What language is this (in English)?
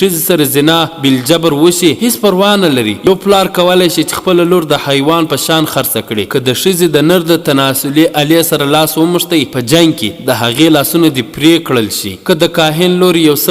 Pashto